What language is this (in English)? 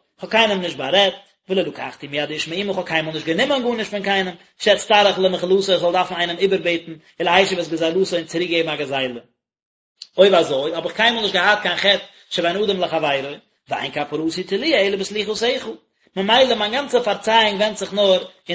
Yiddish